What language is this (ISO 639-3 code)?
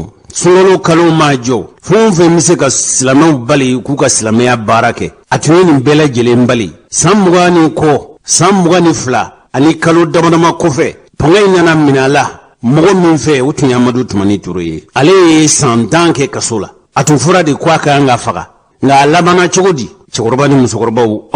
bam